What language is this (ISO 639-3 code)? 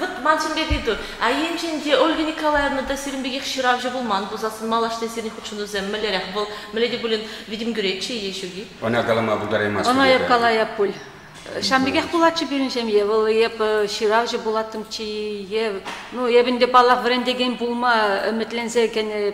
chv